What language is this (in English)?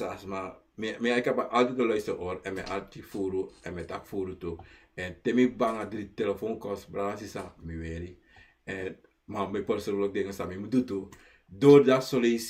Sranan Tongo